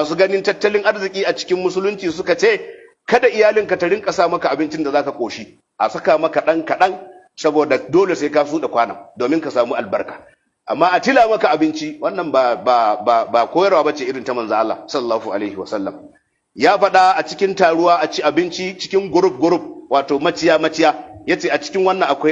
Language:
Hausa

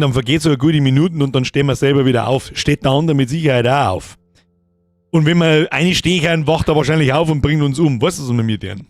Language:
Bavarian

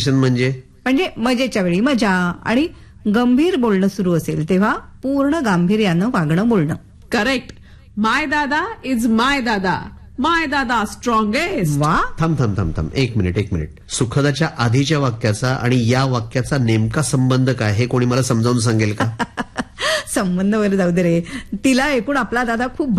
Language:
Marathi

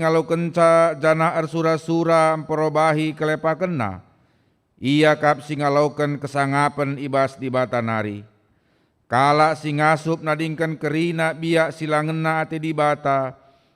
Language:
Batak Karo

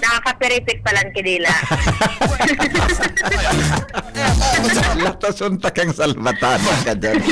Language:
Bikol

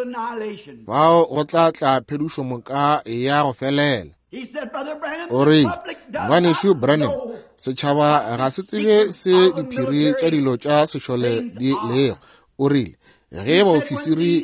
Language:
Northern Sotho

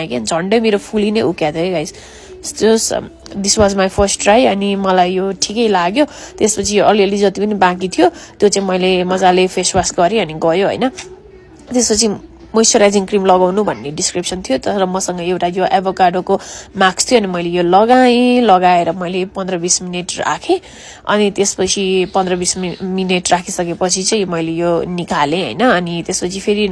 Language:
Nepali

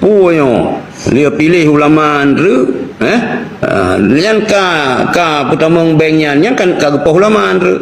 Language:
Achinese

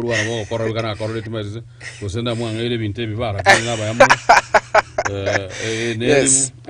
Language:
Gusii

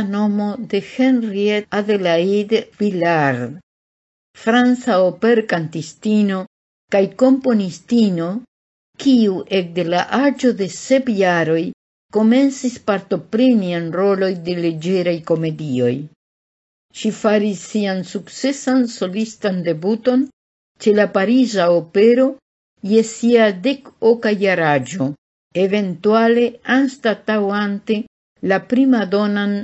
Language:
Esperanto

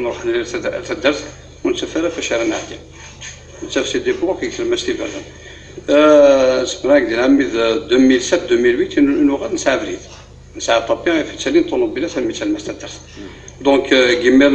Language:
Kabyle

